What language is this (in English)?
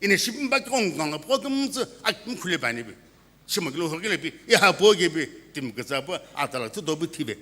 Sumi Naga